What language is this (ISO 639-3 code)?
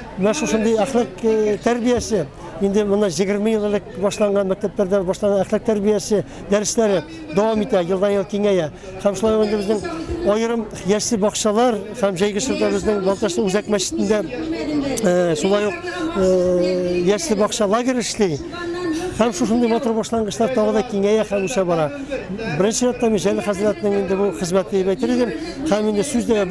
tat